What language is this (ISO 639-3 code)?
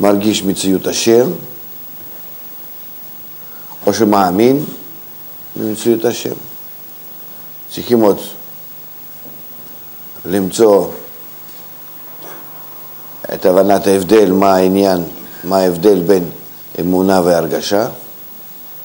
heb